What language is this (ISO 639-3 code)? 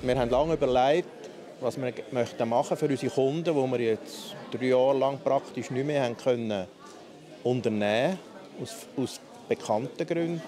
gsw